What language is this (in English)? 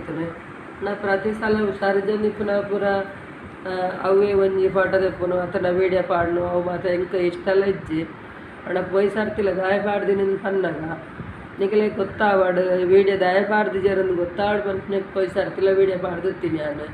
Tulu